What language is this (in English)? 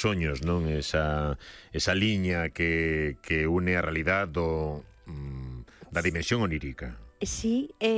Galician